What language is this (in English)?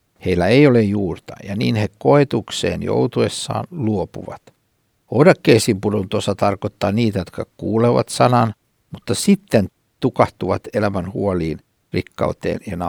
Finnish